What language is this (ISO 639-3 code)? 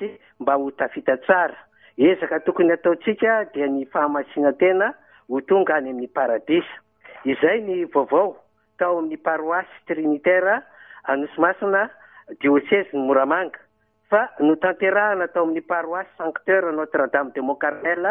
mlg